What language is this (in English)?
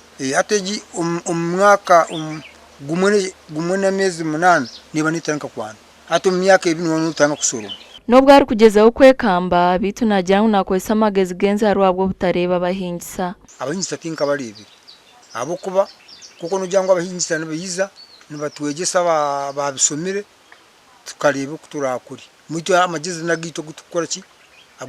Nyankole